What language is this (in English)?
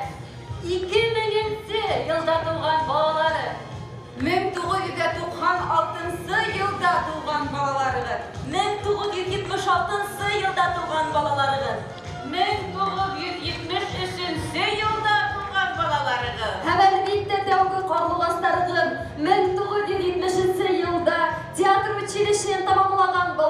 Bashkir